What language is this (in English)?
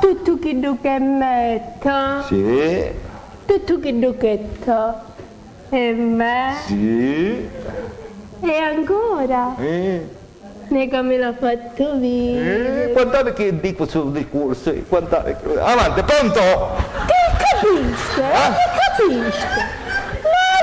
Sicilian